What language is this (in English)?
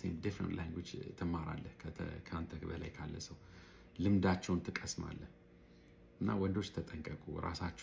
Amharic